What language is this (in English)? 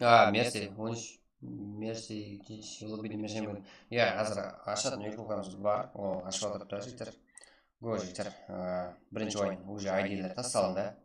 Kara-Kalpak